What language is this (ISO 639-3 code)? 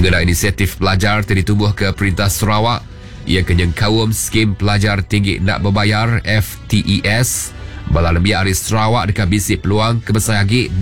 iba